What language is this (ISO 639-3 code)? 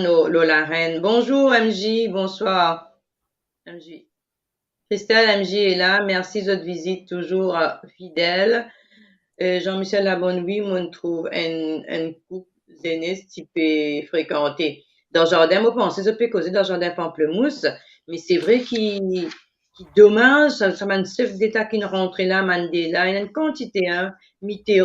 mfe